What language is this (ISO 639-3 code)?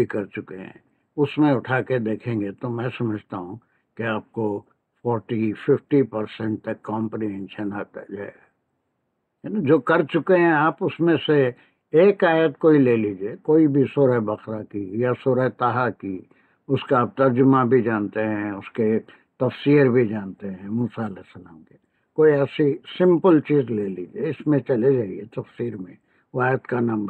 urd